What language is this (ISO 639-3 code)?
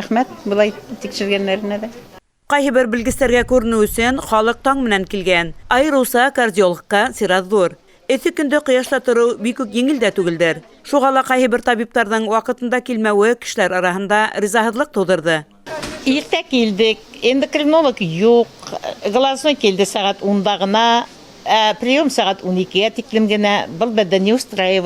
bak